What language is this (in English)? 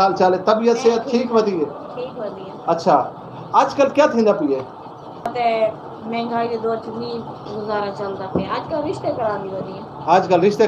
Saraiki